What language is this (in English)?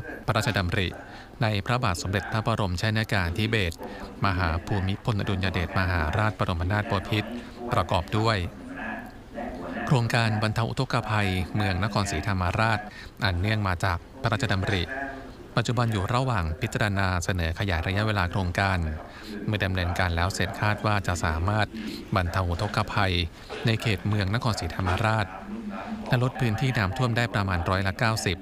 Thai